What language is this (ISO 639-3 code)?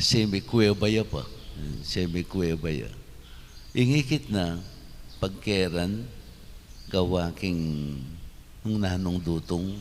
pam